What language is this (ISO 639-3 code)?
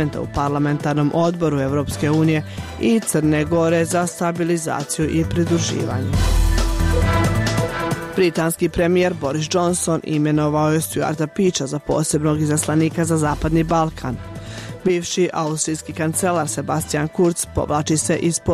hrv